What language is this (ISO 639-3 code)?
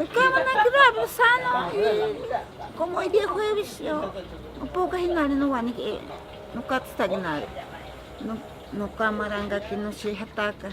prq